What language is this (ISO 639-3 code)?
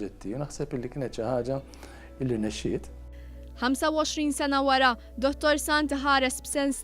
mlt